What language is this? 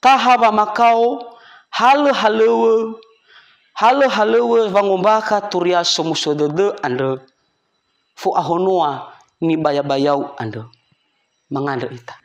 Nias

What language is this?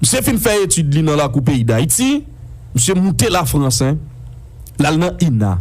Haitian Creole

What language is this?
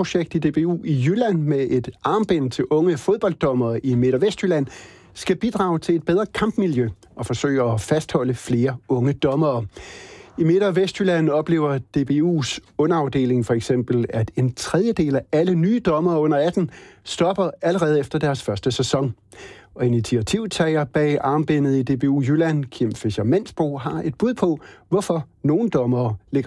Danish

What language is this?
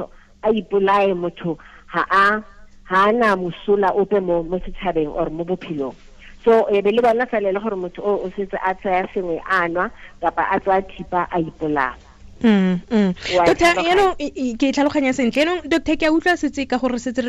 Tswana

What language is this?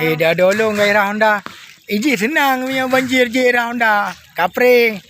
Achinese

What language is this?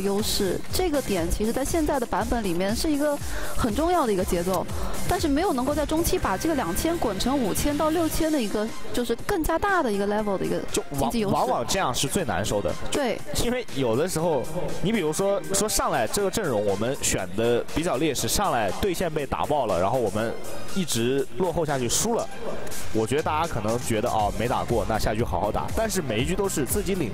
Chinese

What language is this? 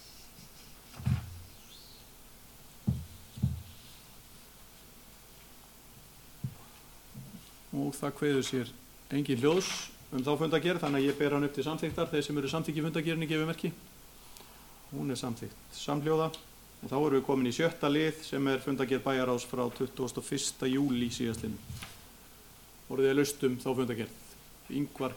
Icelandic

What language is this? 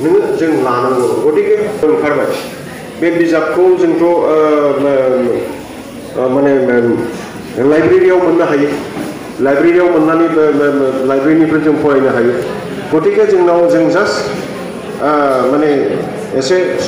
Bodo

